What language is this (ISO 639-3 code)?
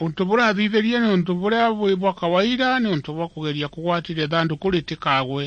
mer